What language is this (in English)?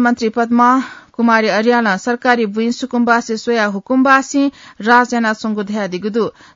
Newari